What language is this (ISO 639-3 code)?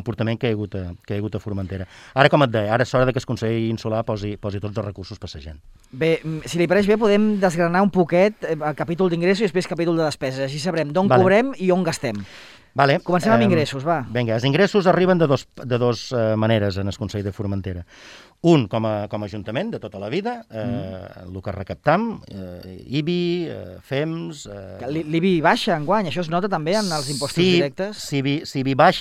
cat